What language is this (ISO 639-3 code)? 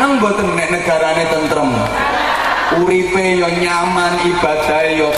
jav